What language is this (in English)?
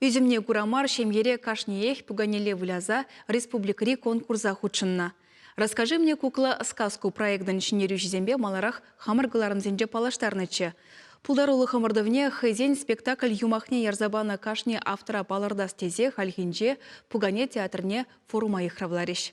Chuvash